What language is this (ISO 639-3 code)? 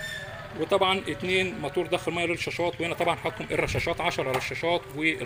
arz